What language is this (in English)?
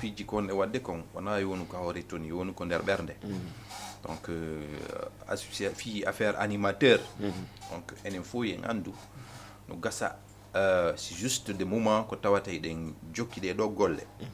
Fula